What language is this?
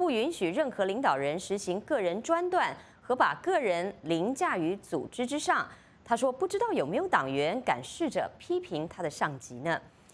Chinese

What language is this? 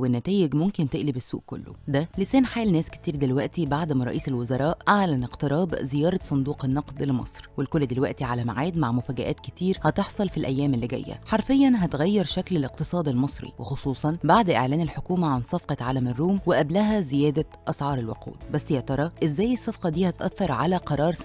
Egyptian Arabic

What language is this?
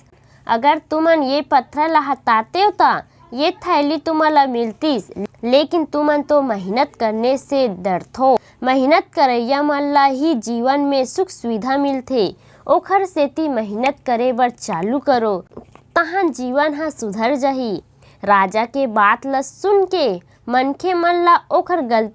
Chhattisgarhi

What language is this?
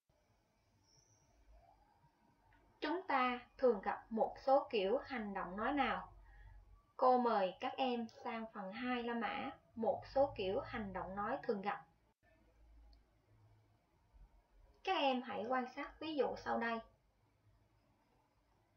Vietnamese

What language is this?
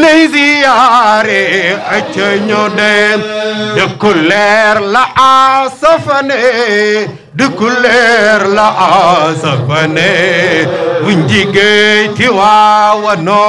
Wolof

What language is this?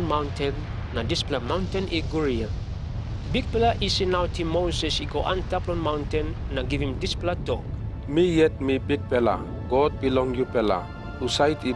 Tok Pisin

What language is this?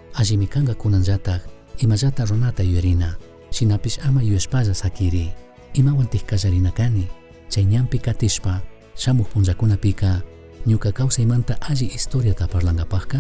Chimborazo Highland Quichua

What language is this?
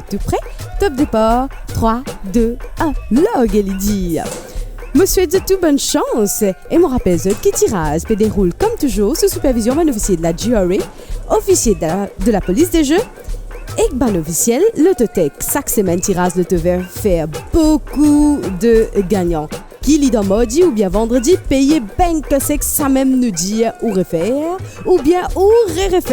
Morisyen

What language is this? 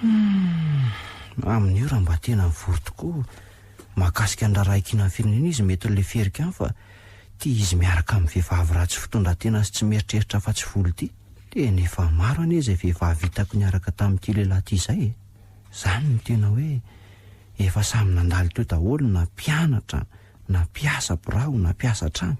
Malagasy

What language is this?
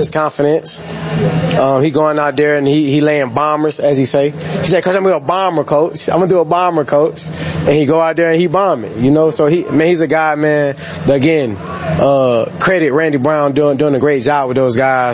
English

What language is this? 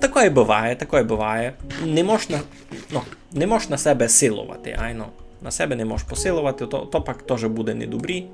Rusyn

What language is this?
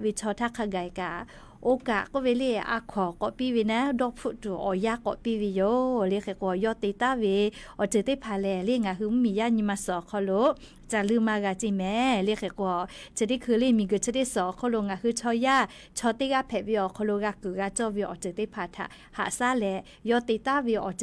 Lahu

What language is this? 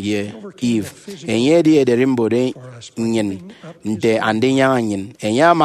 Efik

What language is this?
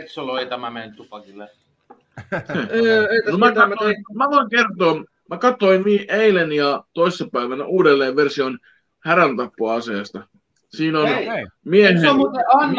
Finnish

